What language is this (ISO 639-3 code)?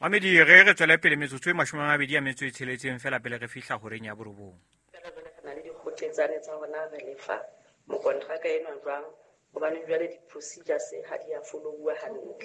sot